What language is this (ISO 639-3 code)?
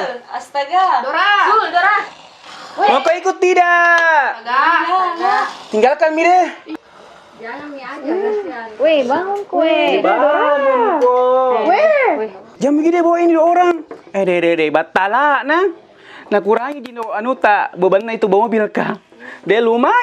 mfp